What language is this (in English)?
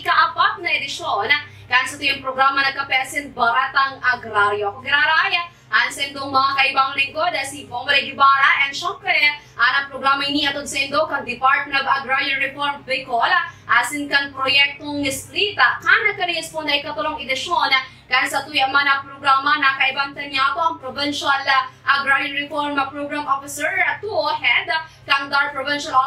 Bikol